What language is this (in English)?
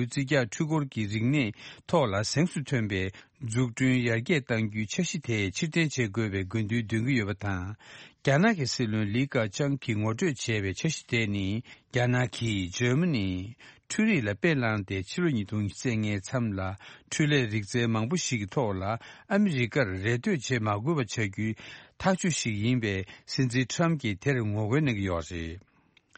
Tibetan